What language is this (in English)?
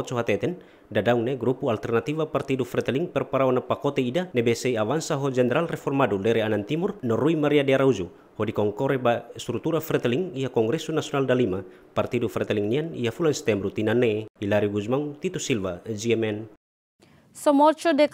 Tetum